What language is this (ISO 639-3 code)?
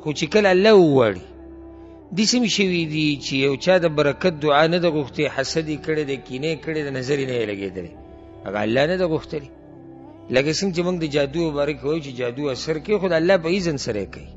pus